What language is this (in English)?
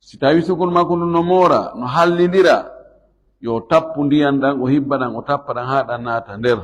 Fula